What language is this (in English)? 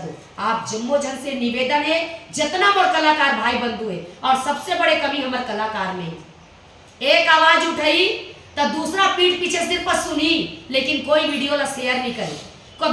Chhattisgarhi